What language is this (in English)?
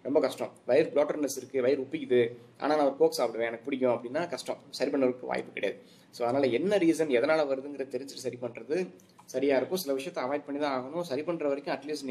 Tamil